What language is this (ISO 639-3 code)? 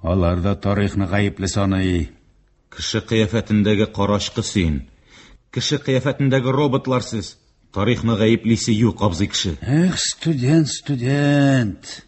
tat